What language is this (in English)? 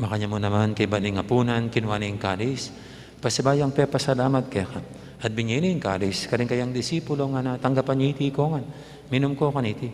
Pampanga